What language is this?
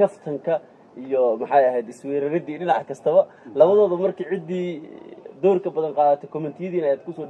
Somali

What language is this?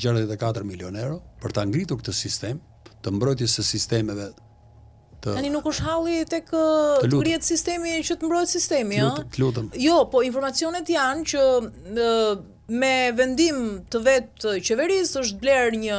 Albanian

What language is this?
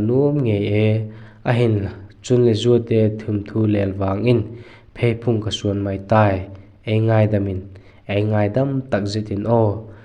Vaiphei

